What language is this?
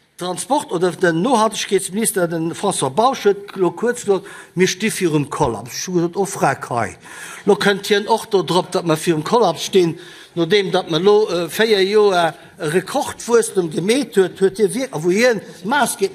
Luxembourgish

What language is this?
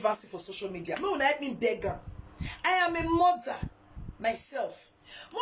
Nigerian Pidgin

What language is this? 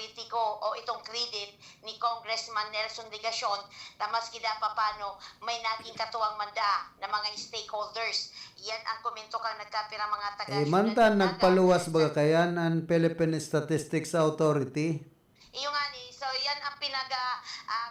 Bikol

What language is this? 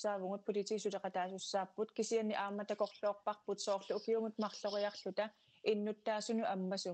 Kalaallisut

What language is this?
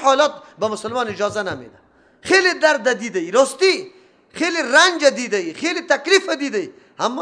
Persian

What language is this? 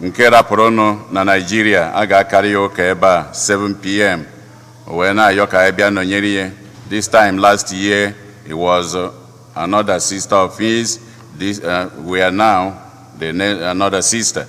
Igbo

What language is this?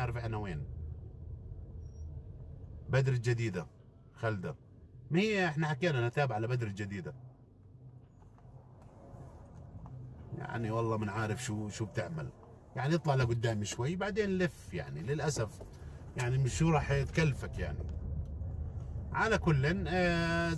South Levantine Arabic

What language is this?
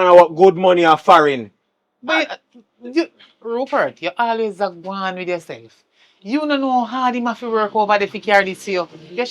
Jamaican Creole English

